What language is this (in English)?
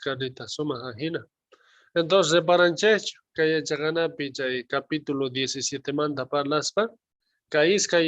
South Bolivian Quechua